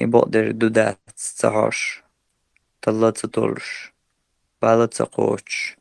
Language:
Chechen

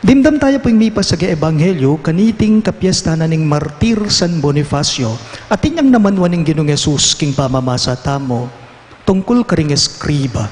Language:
Pampanga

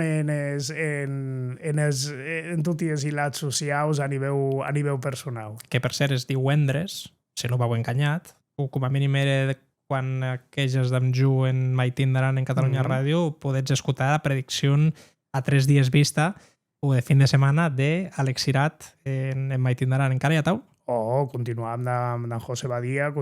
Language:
Occitan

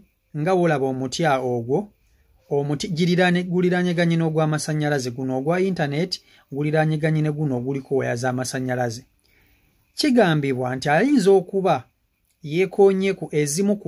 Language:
Ganda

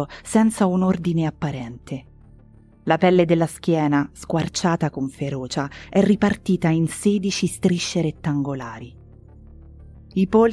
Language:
Italian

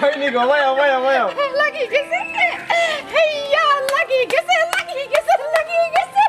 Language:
Sylheti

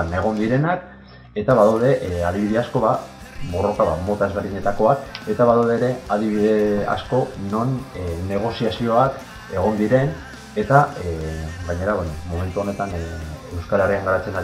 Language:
Basque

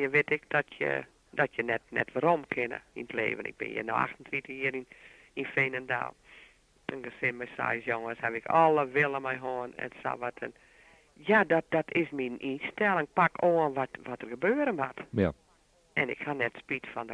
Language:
Western Frisian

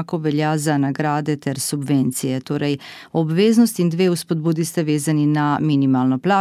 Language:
Slovenian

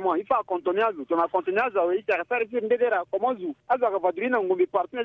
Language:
Sango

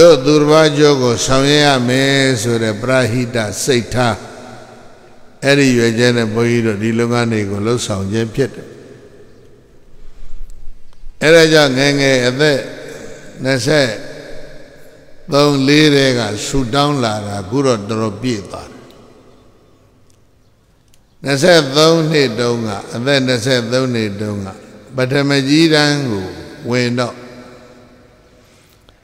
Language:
Burmese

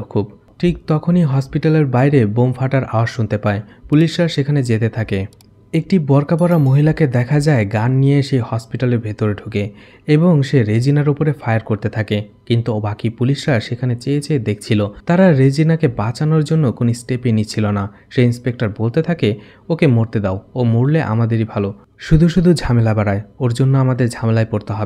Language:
Bangla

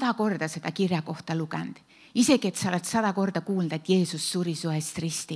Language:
Estonian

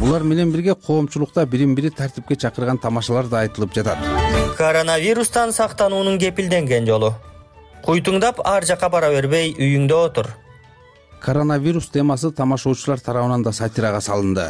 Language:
Kyrgyz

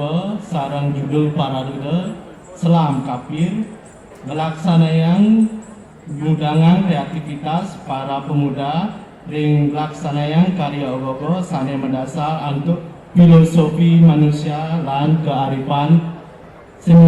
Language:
Balinese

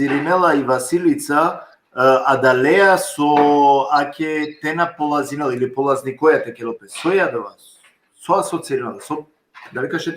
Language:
Balkan Romani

